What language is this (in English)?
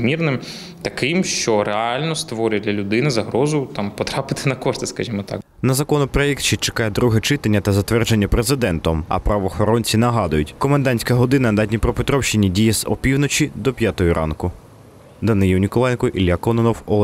Ukrainian